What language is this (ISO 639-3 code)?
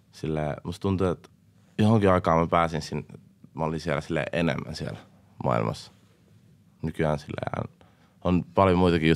fin